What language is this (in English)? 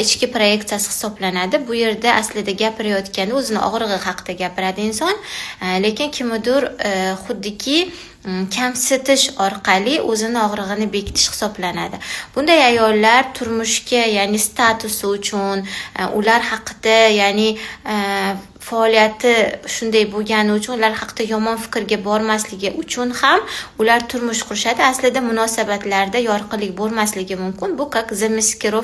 Uzbek